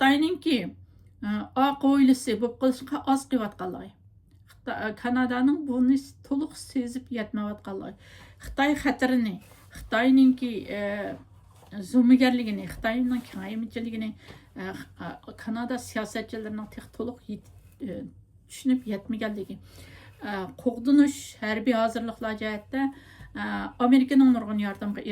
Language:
Uyghur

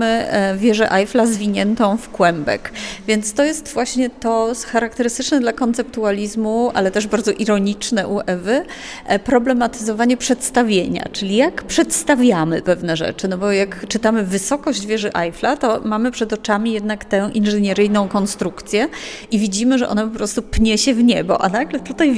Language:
Polish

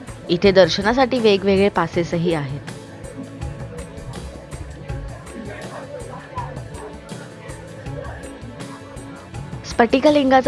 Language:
Marathi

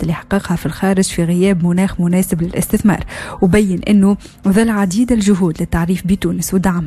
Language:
Tunisian Arabic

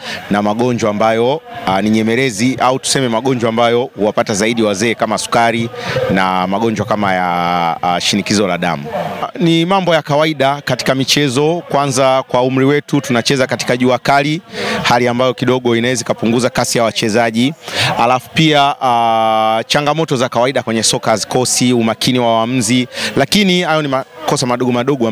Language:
Swahili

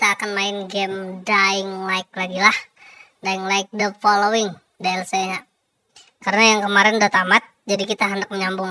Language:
Banjar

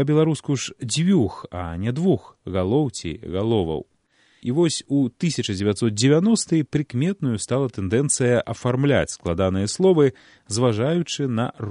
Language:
Belarusian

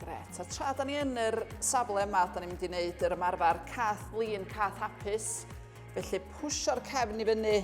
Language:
Welsh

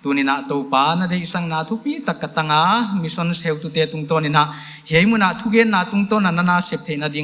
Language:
Paite Chin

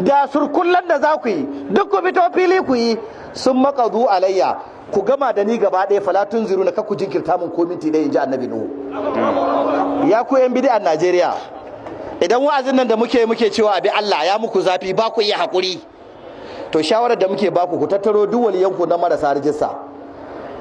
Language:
Hausa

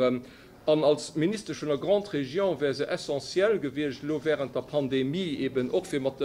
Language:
Luxembourgish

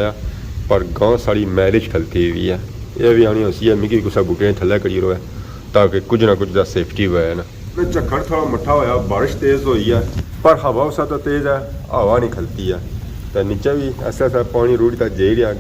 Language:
Pahari-Potwari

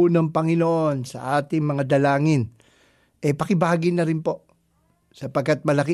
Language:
Filipino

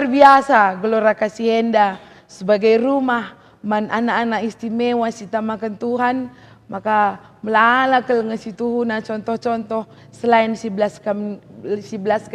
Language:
Batak Karo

